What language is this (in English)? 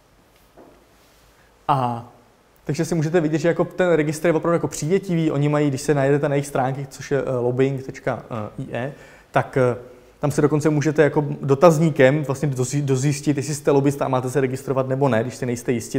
Czech